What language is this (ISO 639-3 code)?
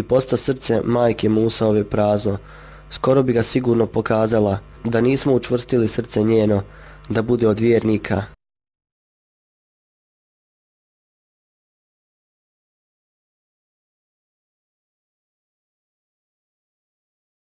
bos